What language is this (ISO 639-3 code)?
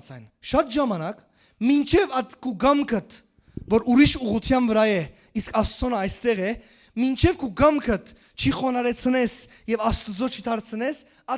hyw